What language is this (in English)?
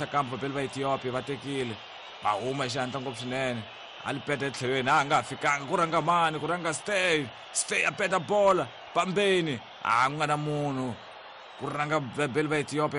Tsonga